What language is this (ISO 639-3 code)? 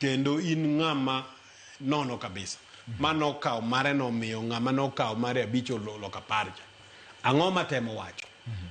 luo